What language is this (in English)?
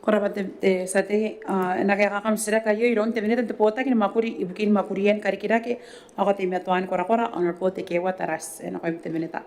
Gilbertese